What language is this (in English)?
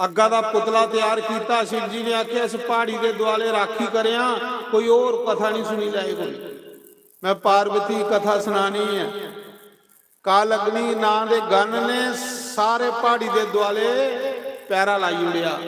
Dogri